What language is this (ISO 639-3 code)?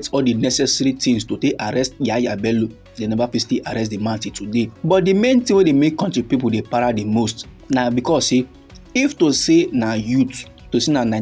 pcm